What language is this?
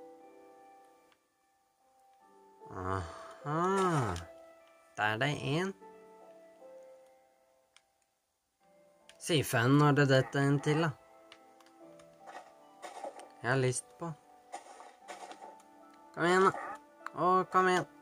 Norwegian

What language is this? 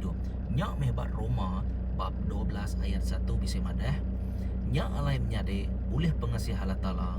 Iban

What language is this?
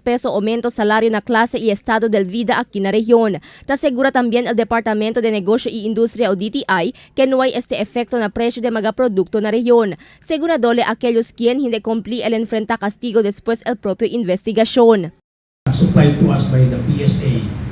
Chavacano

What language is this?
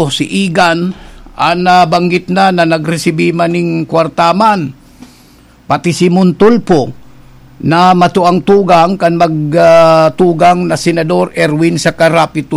Bikol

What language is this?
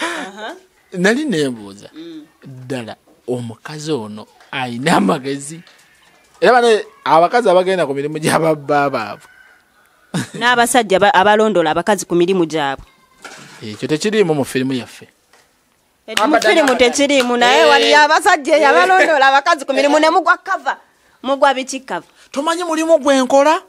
Ganda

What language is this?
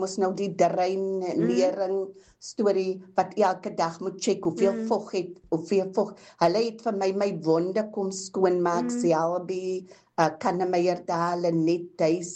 Afrikaans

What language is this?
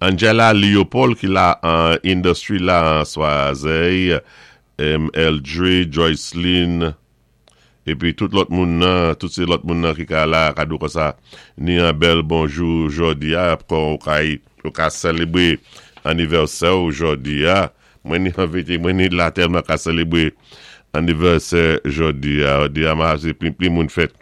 Saint Lucian Creole French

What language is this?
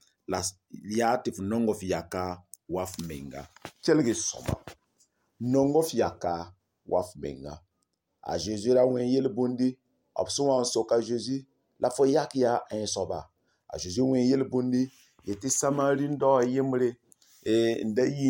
Mossi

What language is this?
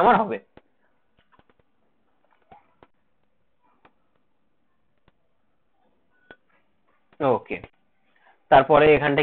Bangla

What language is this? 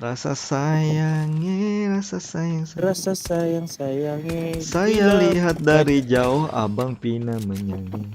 Banjar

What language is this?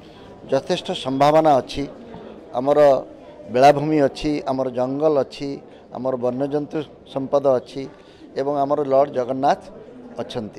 Odia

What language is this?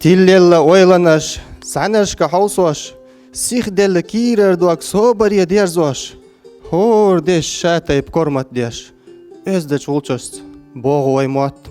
Chechen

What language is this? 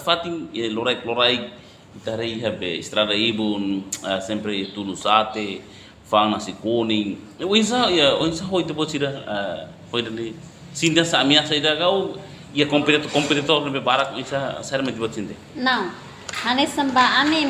Tetum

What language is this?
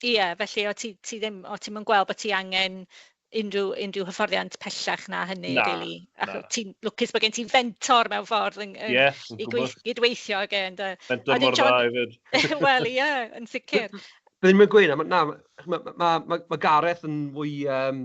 Welsh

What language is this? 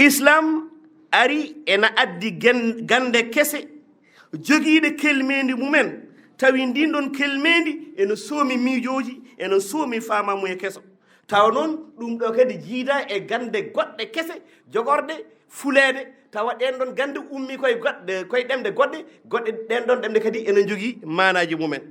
Fula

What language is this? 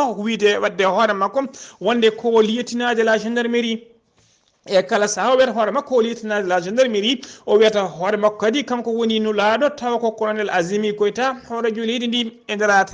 Fula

